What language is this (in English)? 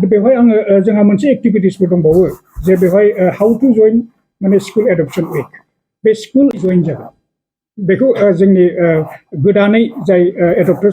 Bodo